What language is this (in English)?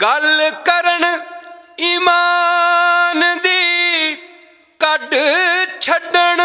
Western Panjabi